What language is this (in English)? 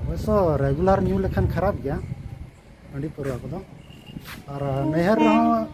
Santali